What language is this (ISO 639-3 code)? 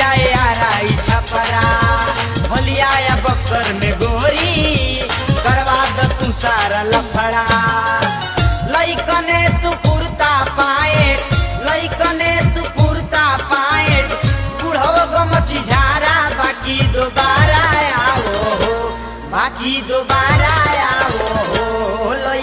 bho